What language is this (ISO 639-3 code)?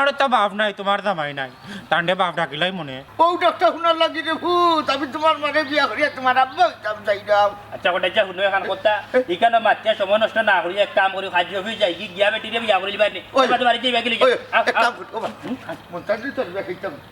syl